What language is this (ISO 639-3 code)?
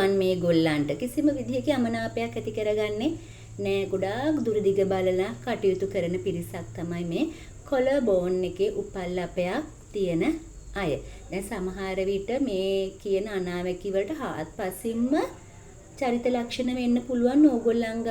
sin